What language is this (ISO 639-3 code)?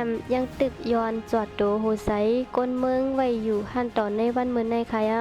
shn